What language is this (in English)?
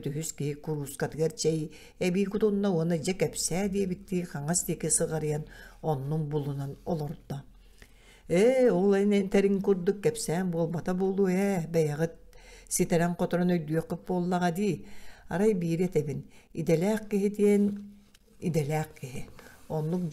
Yakut